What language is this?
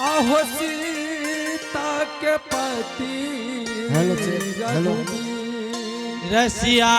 Angika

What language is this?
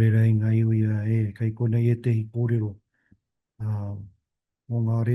Māori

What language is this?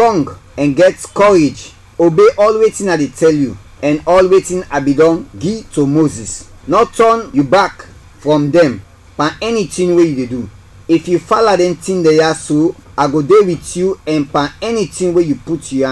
Krio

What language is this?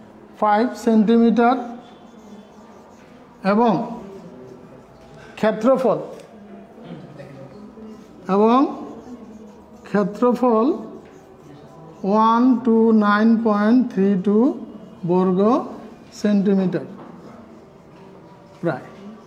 Bangla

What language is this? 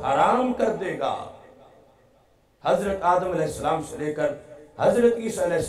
Urdu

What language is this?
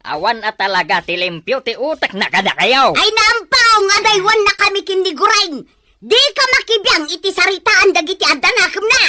Iloko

